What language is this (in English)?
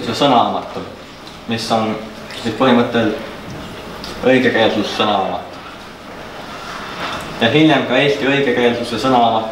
Estonian